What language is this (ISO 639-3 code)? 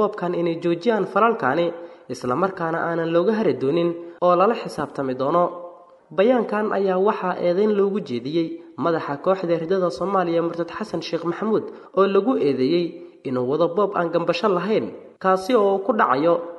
som